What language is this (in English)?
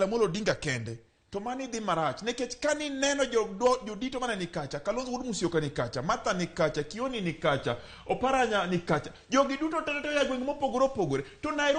Luo (Kenya and Tanzania)